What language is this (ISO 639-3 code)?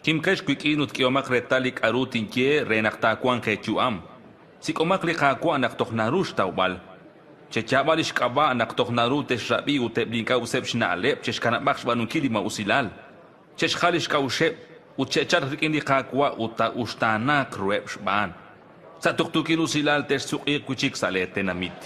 kek